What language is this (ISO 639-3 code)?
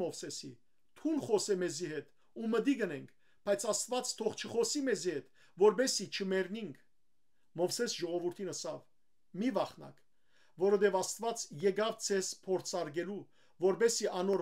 hyw